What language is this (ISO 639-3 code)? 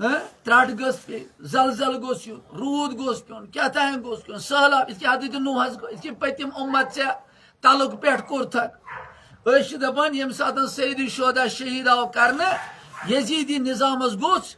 kas